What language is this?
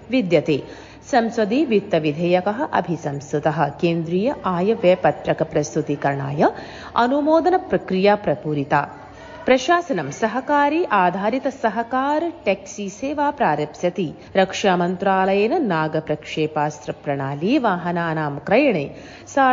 Sanskrit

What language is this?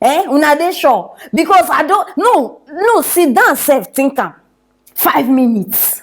Nigerian Pidgin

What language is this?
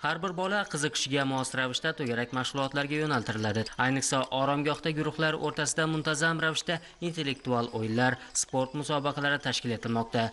Uzbek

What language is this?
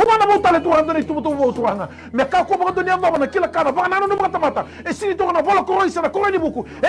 Fijian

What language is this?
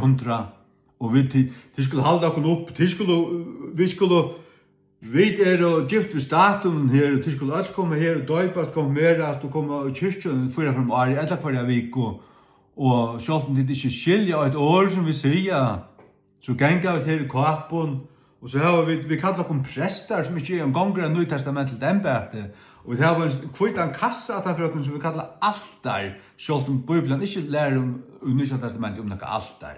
Faroese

